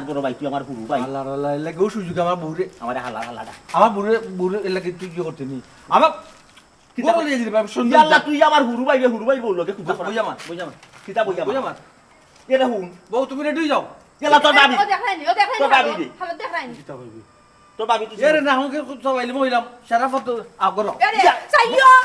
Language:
Sylheti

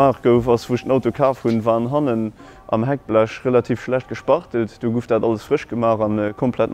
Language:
Luxembourgish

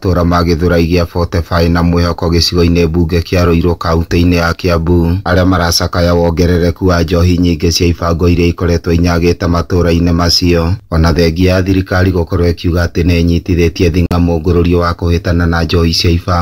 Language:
Kikuyu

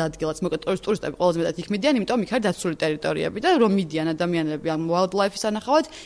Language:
Georgian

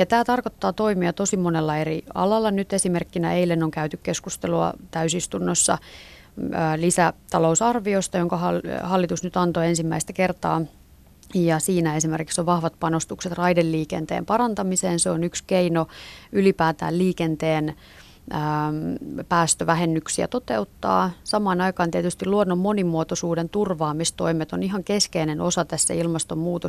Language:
Finnish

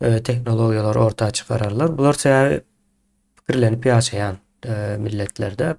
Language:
Turkmen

